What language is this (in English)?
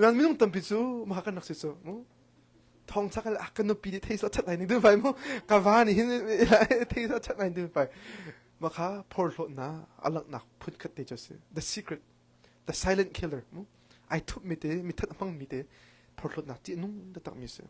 Hakha Chin